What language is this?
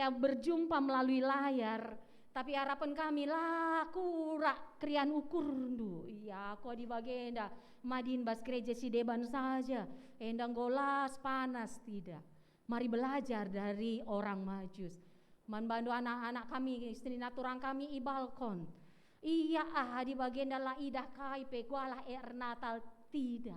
Batak Karo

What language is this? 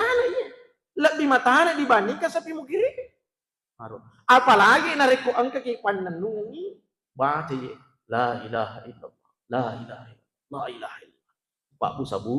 Buginese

